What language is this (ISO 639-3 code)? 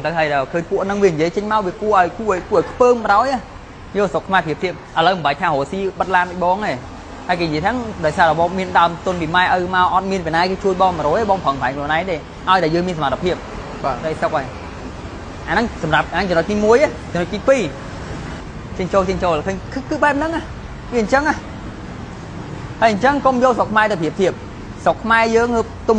khm